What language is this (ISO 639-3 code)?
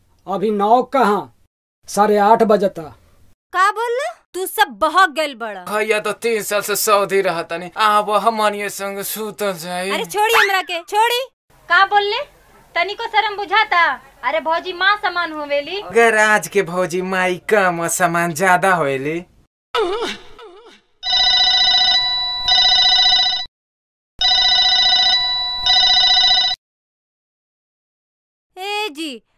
bho